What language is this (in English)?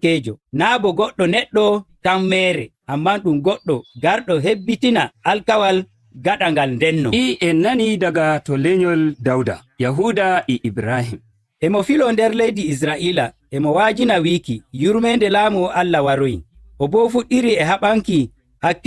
Nigerian Fulfulde